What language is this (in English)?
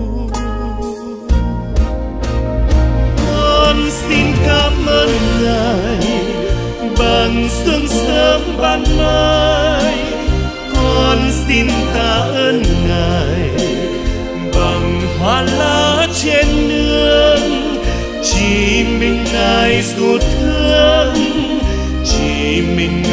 Vietnamese